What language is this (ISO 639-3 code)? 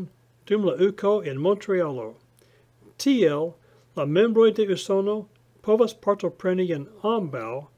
epo